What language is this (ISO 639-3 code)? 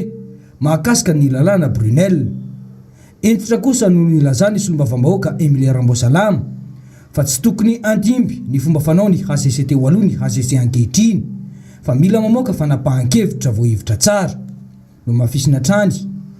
mlg